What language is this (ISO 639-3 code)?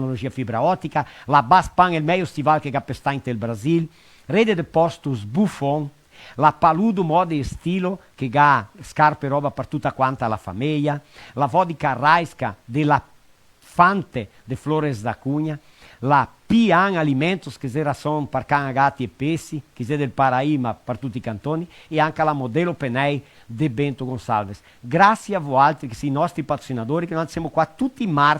vec